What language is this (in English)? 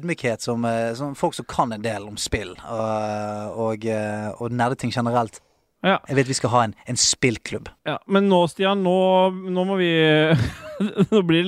Norwegian